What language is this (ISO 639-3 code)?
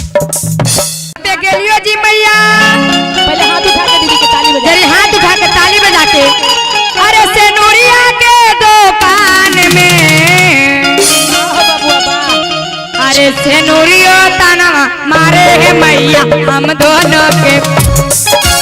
mag